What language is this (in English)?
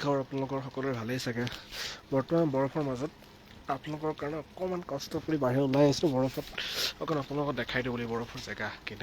Assamese